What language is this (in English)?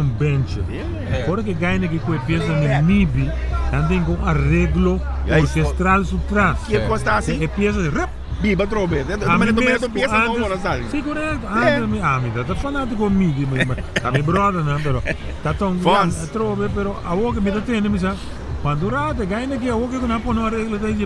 Papiamento